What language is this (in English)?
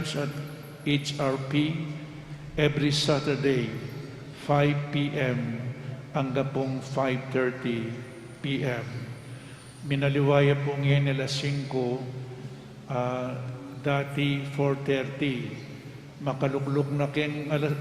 Pampanga